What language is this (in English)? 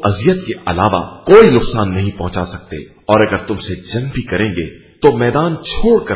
Urdu